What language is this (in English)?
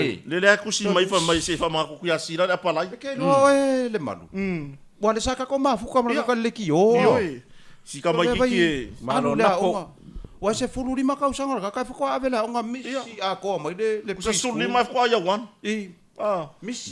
Samoan